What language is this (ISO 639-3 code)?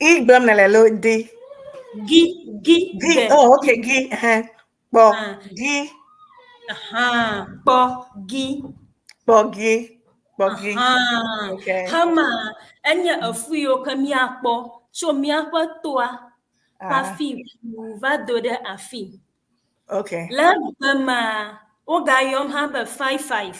ewe